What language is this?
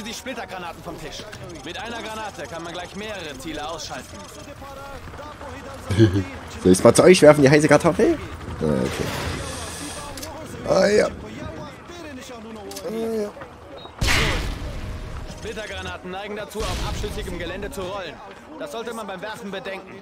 German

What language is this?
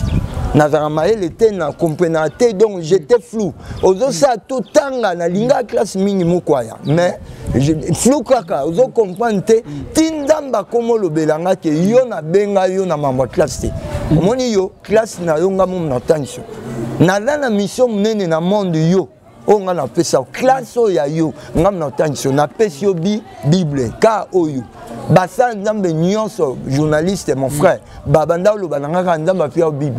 Lingala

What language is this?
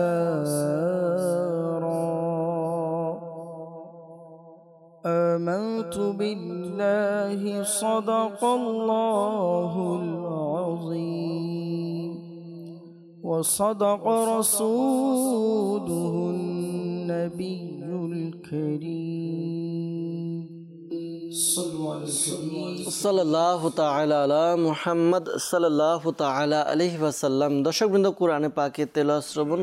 Bangla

